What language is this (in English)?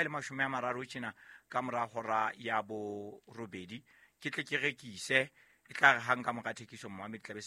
Southern Sotho